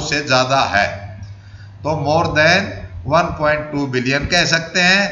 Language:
Hindi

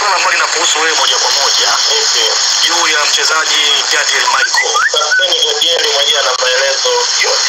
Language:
Swahili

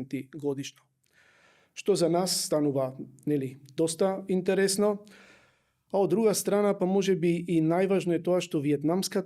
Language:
Macedonian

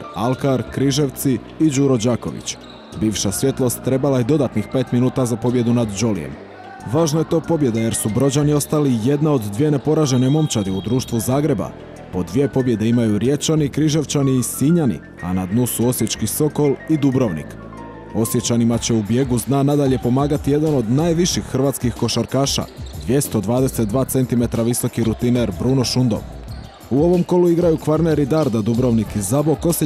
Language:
Croatian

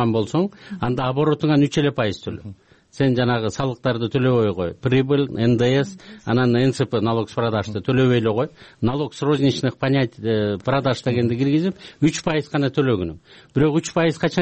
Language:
Kyrgyz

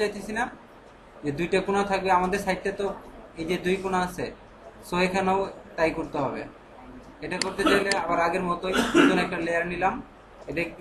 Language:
Bangla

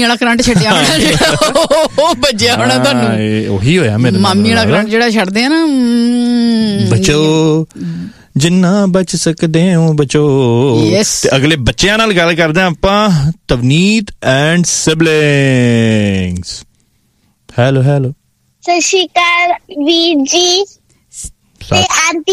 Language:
Punjabi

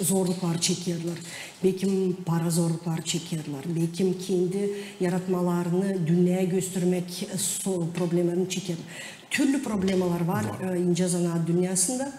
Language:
Gagauz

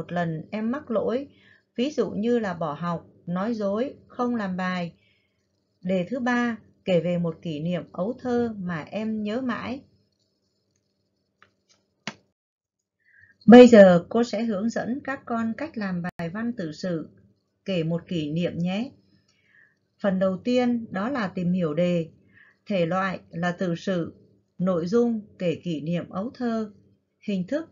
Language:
Vietnamese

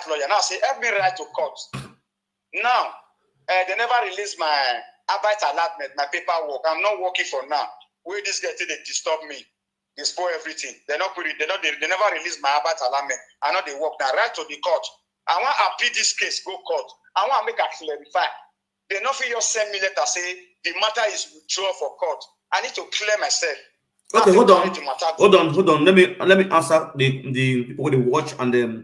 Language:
Nigerian Pidgin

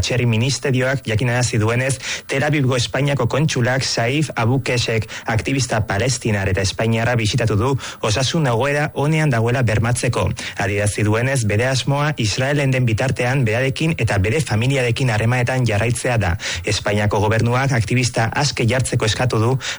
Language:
Basque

